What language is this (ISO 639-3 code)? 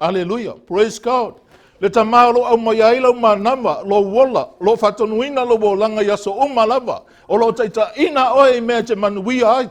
smo